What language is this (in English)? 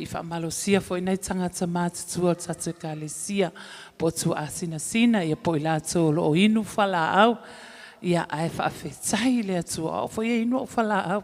Samoan